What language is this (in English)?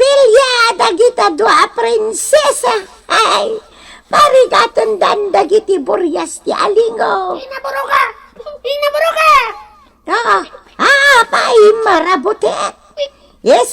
Iloko